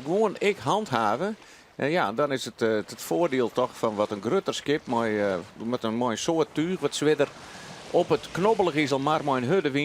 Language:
Western Frisian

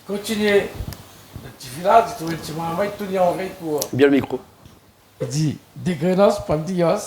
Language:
Réunion Creole French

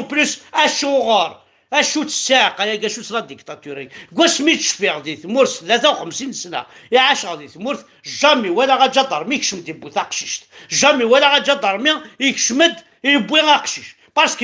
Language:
Kabyle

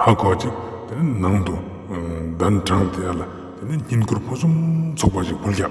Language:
Ladakhi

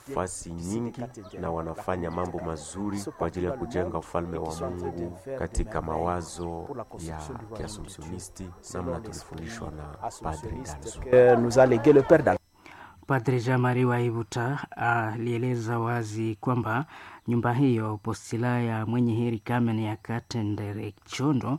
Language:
Swahili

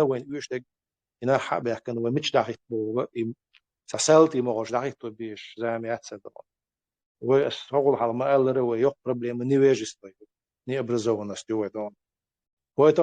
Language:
Chechen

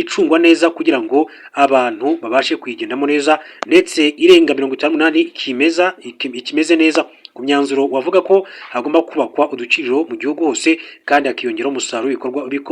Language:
Kinyarwanda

